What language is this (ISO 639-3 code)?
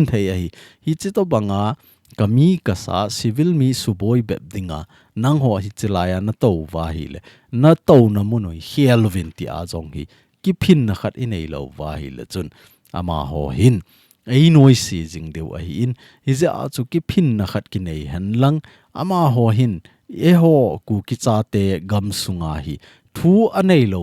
tcz